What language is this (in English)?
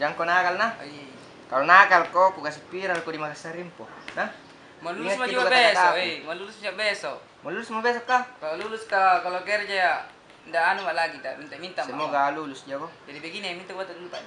Makassar Malay